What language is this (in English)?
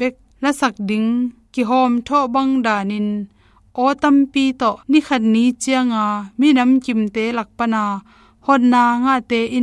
Tedim Chin